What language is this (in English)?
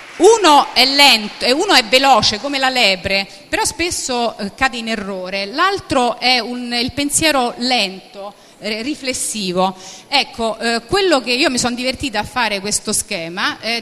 Italian